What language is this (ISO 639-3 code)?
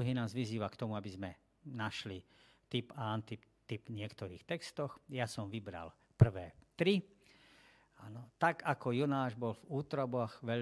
slk